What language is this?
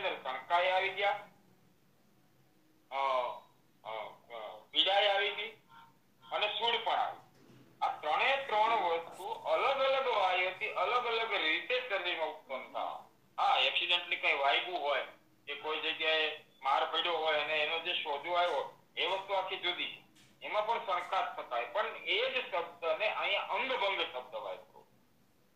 Gujarati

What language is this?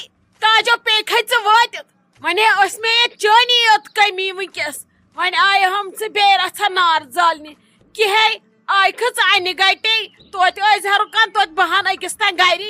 Kashmiri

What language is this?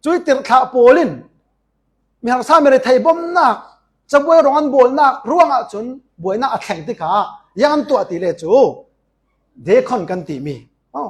Falam Chin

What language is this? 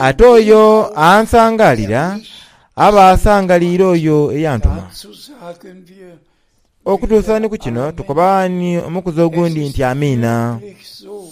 Soga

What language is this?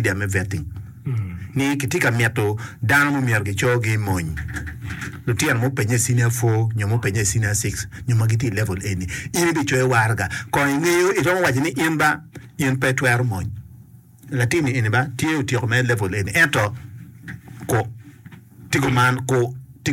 Acoli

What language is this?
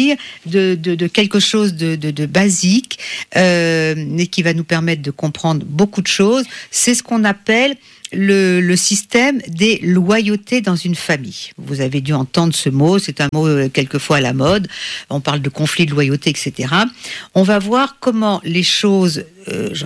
French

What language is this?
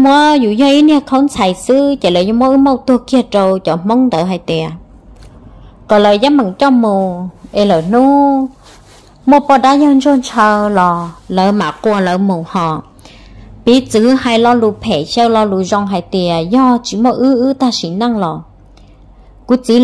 Vietnamese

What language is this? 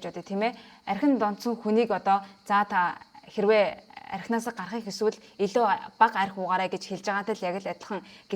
Mongolian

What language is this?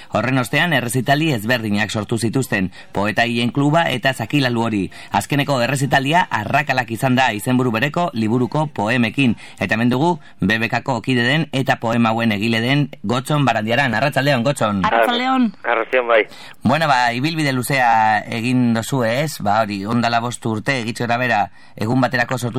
Basque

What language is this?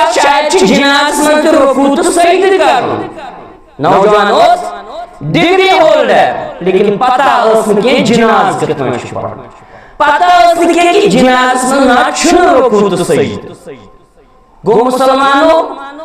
Kashmiri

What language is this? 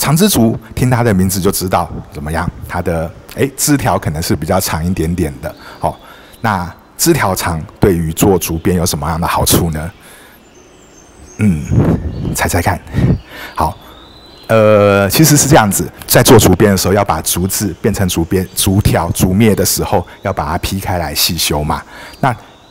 Chinese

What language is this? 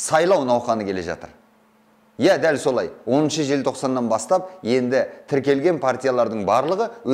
Kazakh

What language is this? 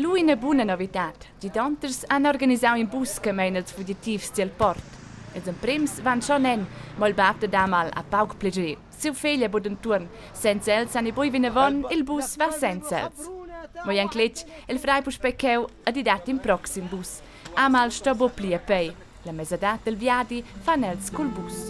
Romansh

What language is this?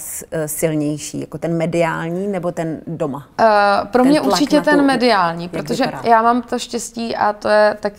Czech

